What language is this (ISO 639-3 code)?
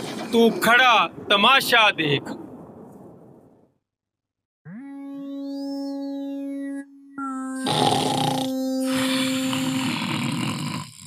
hin